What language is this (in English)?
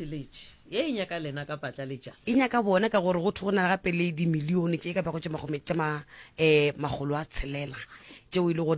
Northern Sotho